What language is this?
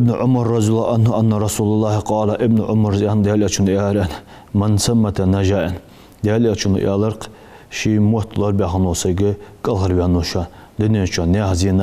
Ingush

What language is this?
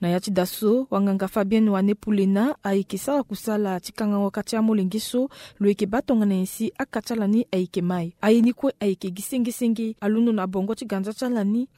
Sango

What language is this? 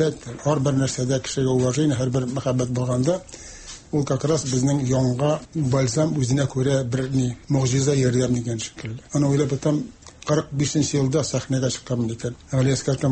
Tatar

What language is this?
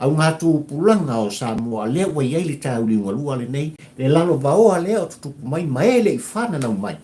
Samoan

